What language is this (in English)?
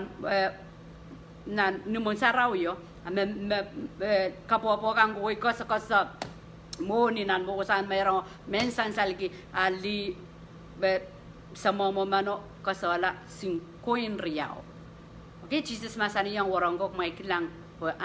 Pohnpeian